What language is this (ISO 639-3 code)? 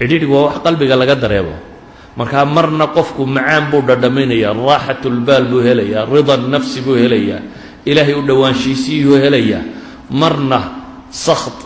som